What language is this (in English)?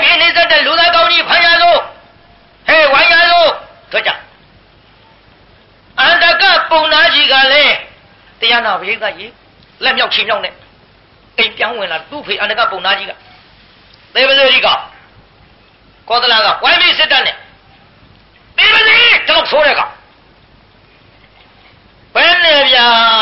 Burmese